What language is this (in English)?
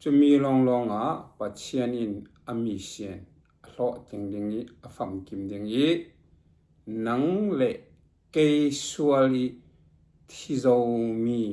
Falam Chin